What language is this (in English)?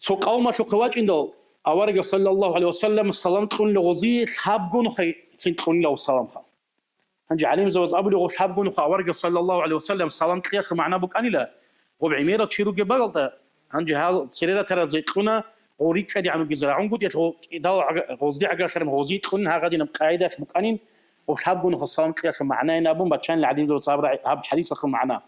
Avaric